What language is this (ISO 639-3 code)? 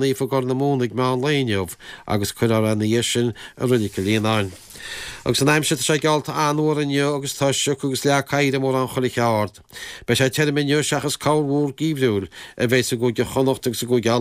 gle